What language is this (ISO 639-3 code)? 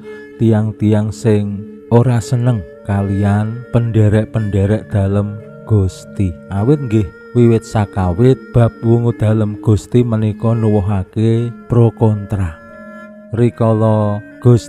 jav